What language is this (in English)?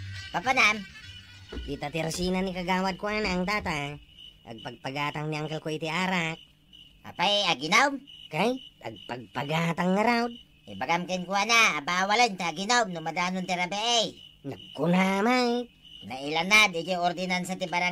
Iloko